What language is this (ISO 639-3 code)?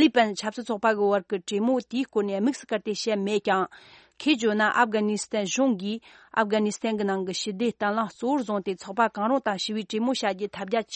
bod